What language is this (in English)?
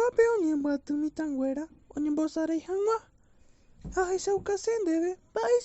Guarani